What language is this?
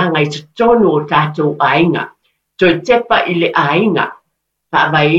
Samoan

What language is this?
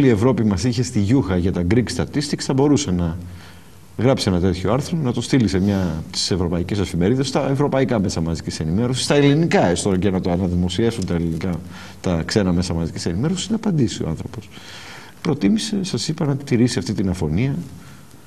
Greek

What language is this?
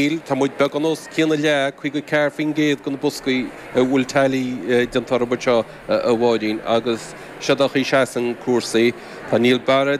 Irish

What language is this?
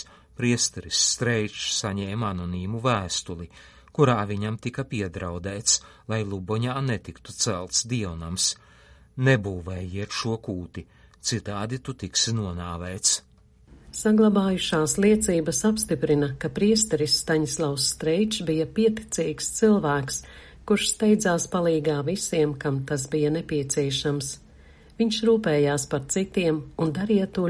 Latvian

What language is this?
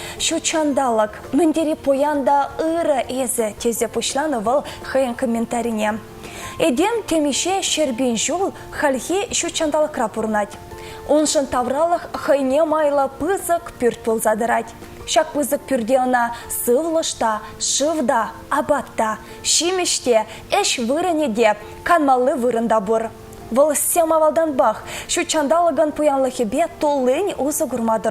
Chuvash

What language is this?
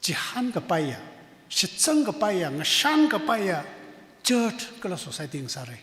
Tangkhul Naga (India)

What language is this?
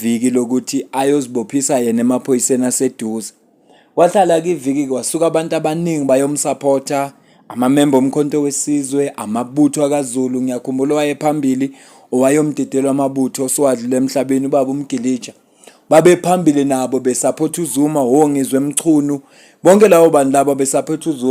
Zulu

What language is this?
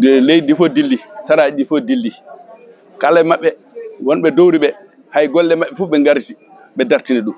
Fula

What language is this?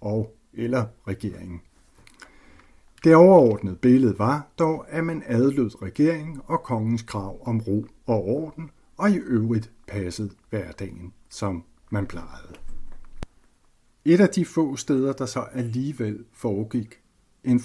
Danish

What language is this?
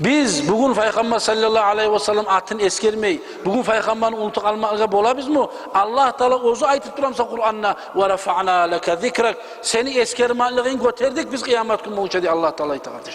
Kumyk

